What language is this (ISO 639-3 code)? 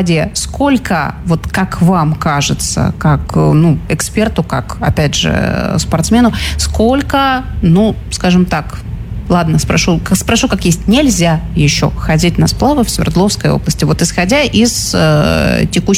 rus